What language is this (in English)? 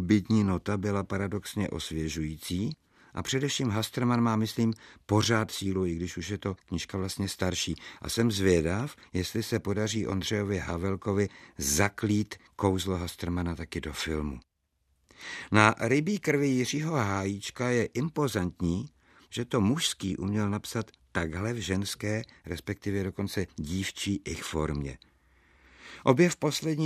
Czech